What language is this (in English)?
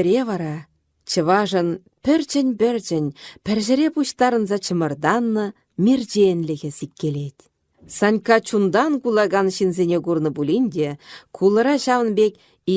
Chuvash